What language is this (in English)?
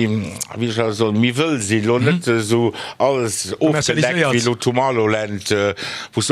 Luxembourgish